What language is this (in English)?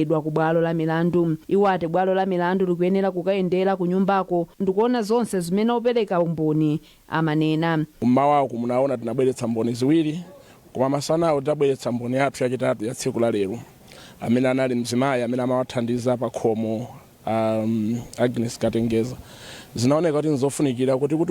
Nyanja